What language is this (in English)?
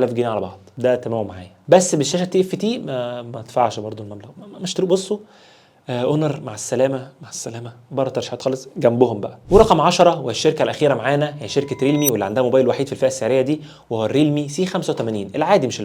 Egyptian Arabic